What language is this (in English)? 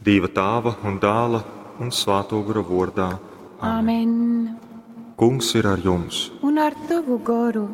Latgalian